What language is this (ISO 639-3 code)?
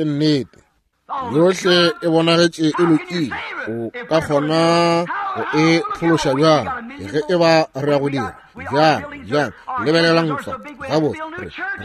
nso